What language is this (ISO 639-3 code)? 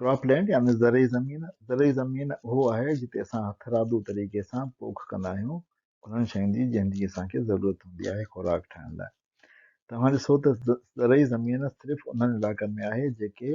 snd